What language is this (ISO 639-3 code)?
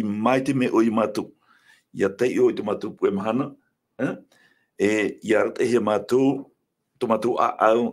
tah